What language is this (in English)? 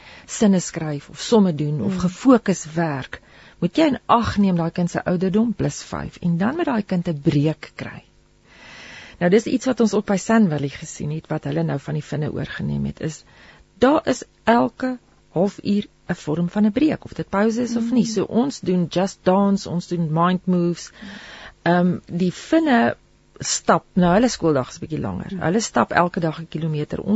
Afrikaans